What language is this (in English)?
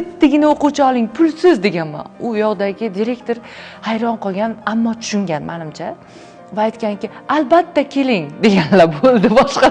Uzbek